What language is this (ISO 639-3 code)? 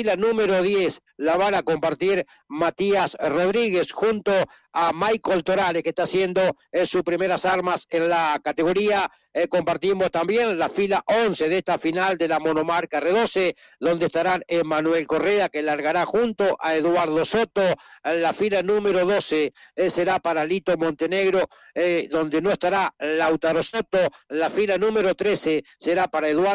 spa